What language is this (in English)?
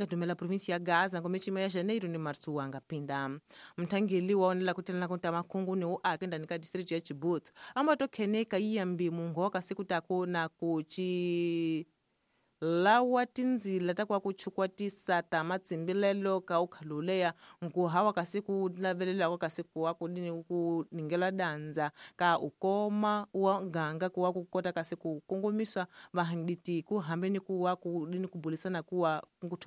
Tsonga